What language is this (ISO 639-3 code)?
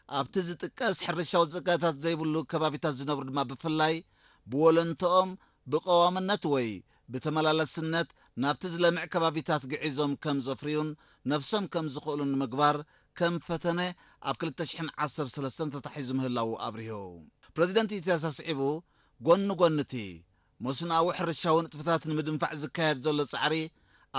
tir